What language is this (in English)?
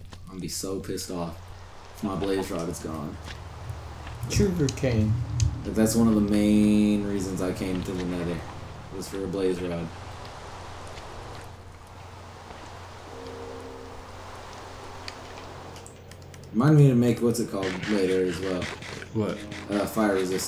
English